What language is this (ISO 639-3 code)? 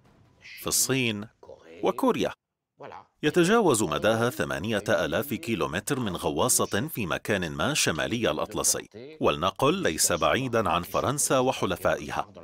ara